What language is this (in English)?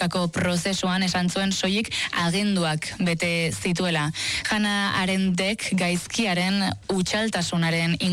Basque